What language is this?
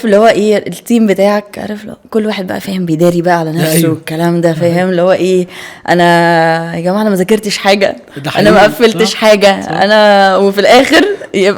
Egyptian Arabic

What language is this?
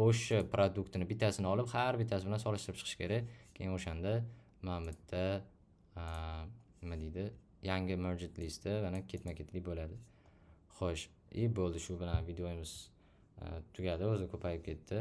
Uzbek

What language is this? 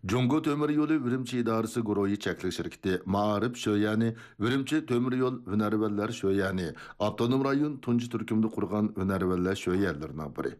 Uyghur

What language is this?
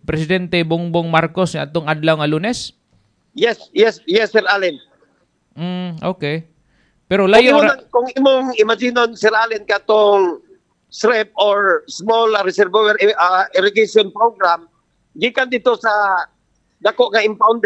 Cebuano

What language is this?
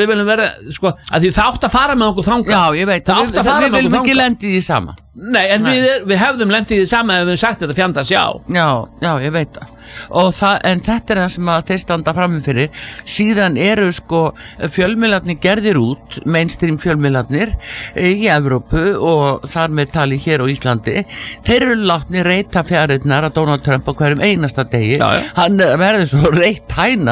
Icelandic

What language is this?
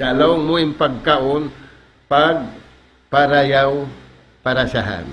Tausug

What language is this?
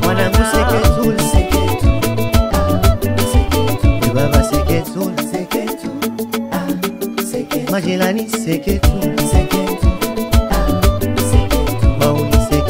Swahili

